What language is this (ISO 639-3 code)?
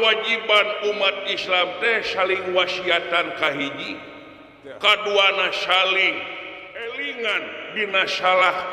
sun